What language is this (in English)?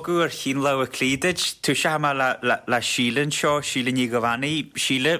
Irish